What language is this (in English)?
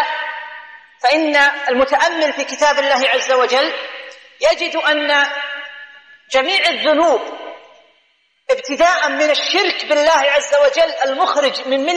Arabic